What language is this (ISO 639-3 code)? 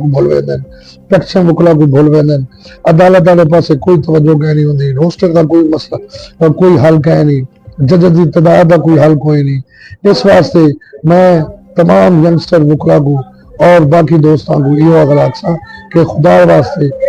skr